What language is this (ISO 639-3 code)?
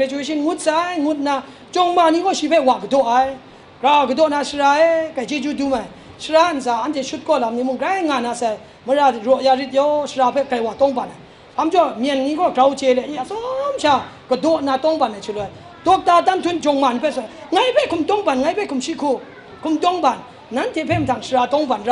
kac